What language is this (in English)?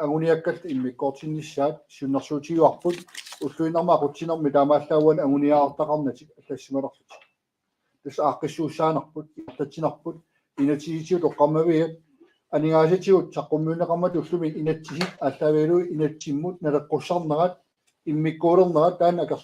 Kalaallisut